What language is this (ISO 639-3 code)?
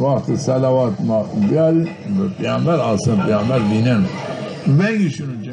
zza